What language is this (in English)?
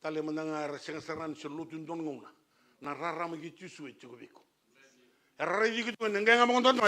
Fijian